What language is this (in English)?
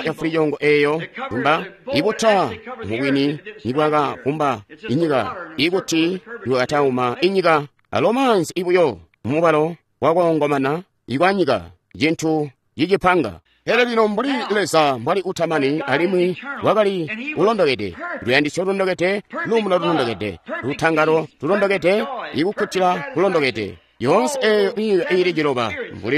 Tonga (Zambia)